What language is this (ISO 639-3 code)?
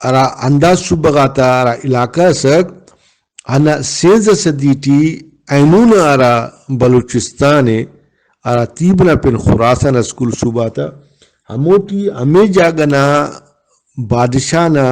brh